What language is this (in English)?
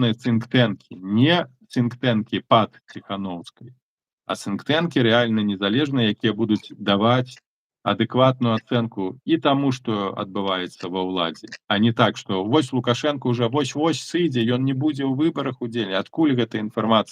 Belarusian